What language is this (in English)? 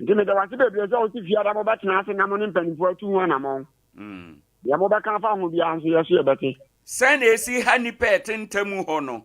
Akan